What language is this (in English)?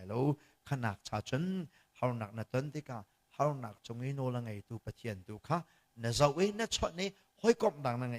Hakha Chin